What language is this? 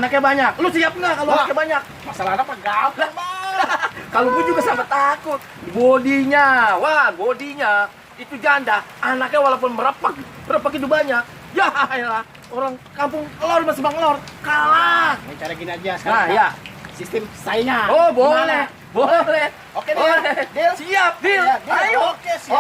Betawi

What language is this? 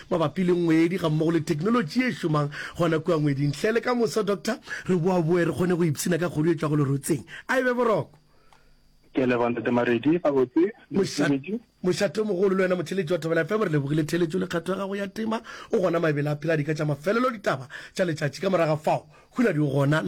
Northern Sotho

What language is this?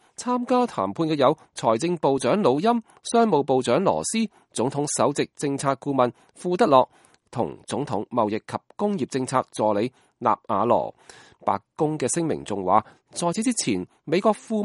Cantonese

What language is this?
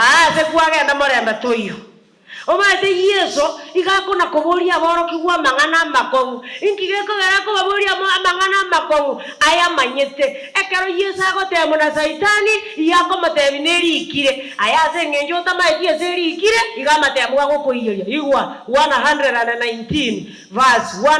Gusii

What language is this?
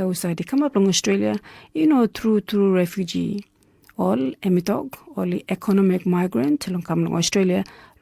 Tok Pisin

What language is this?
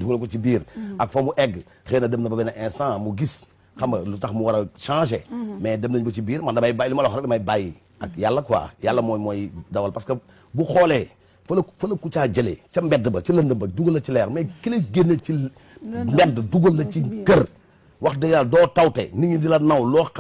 Wolof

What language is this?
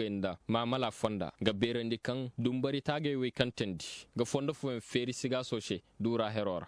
Koyraboro Senni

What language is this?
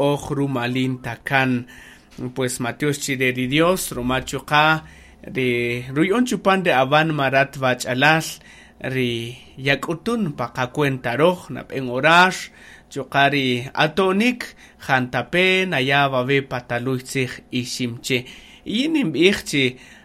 Kaqchikel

